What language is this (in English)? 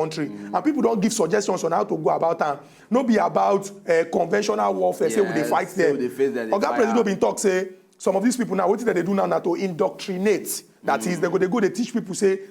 Nigerian Pidgin